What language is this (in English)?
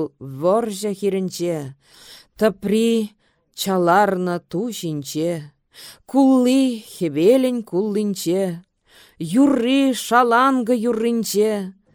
Chuvash